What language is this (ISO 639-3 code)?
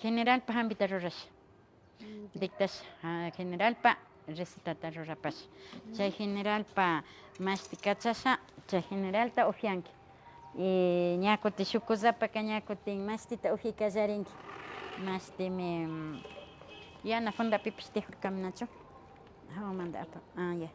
qvi